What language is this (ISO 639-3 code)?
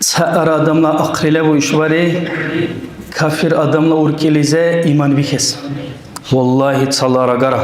dar